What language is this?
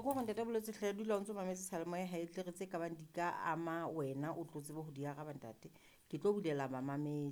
Southern Sotho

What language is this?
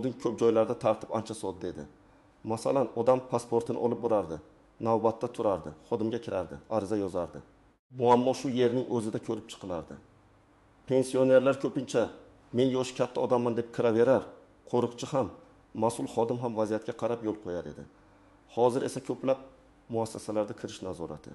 Uzbek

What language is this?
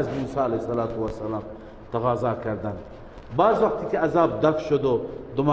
Persian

